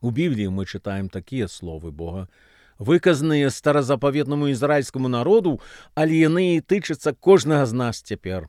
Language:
Belarusian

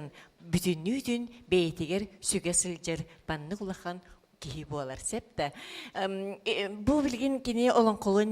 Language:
Yakut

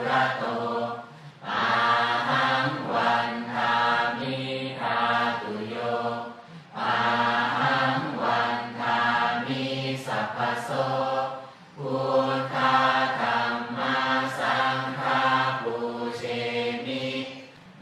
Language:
Pali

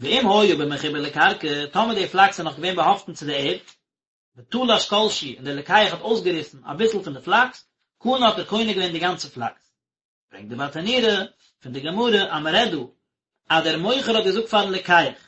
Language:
Yiddish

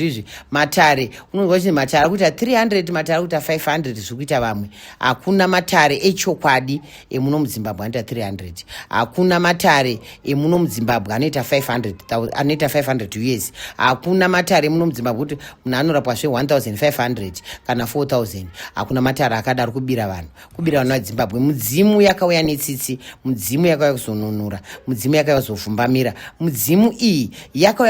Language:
Shona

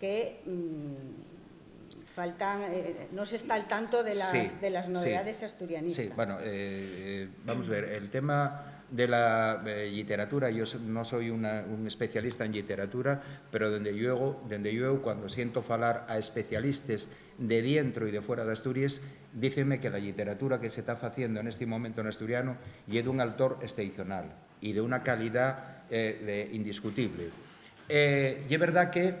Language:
Asturian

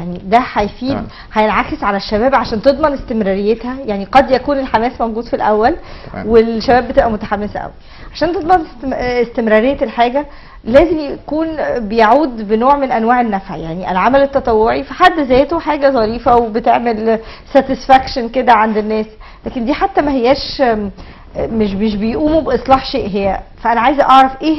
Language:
Egyptian Arabic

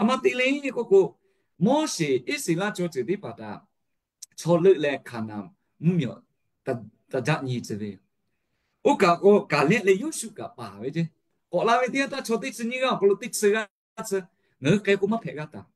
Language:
Lahu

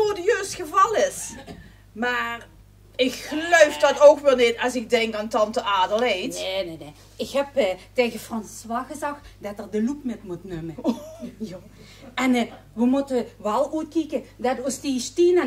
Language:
Limburgish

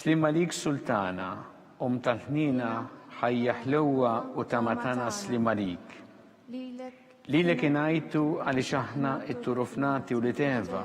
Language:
Maltese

